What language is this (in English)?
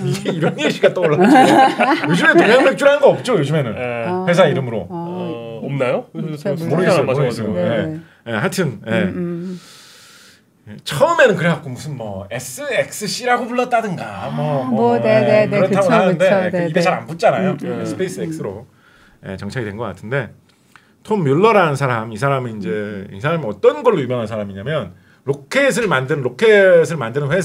Korean